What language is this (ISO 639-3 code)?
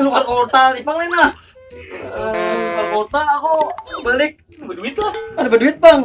bjn